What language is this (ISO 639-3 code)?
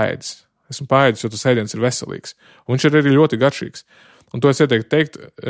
lav